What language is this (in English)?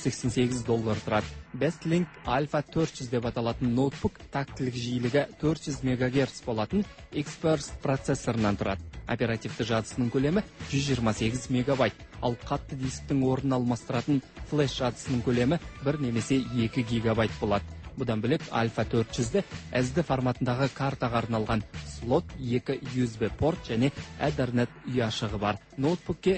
Kazakh